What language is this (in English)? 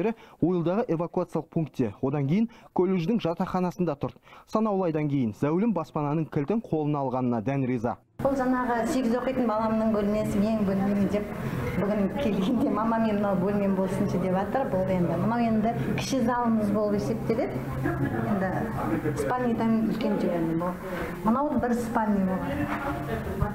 Kazakh